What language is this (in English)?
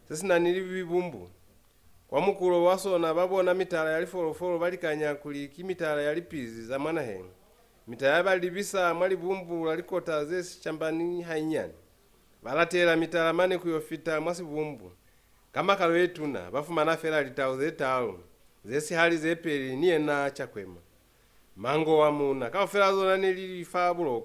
Lozi